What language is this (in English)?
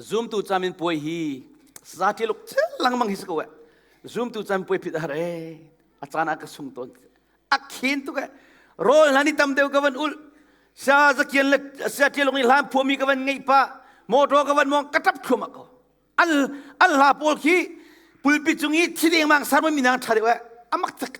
Hakha Chin